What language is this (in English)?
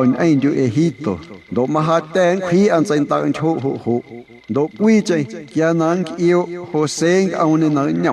Guerrero Amuzgo